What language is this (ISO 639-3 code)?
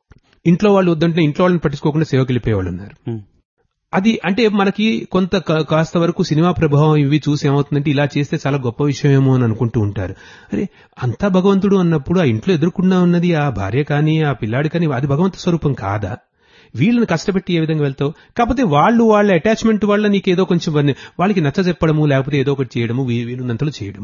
tel